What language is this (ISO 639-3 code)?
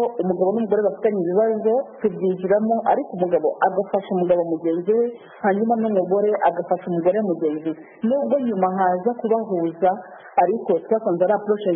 kin